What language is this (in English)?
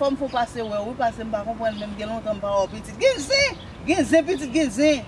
Haitian Creole